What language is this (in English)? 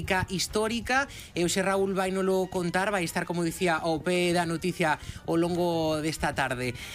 Galician